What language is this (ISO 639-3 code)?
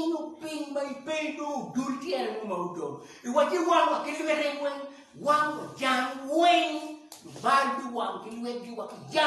ach